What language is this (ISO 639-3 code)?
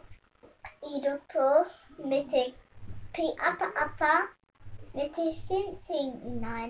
mri